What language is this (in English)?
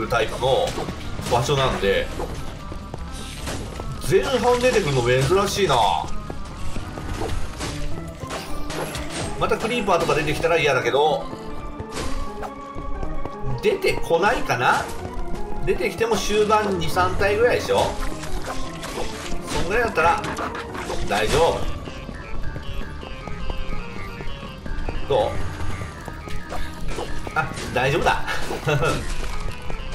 Japanese